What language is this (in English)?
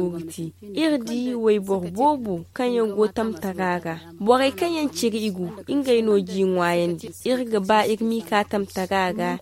Zarma